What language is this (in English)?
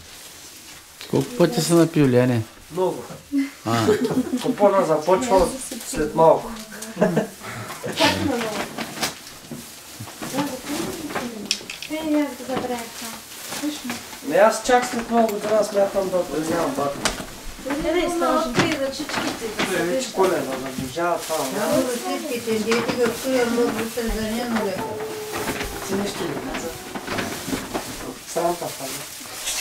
Bulgarian